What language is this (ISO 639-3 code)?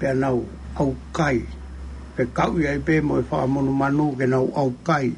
ton